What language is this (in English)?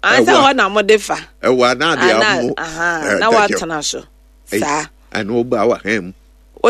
Akan